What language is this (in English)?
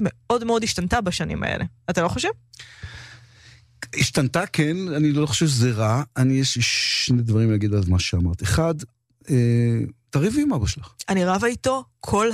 Hebrew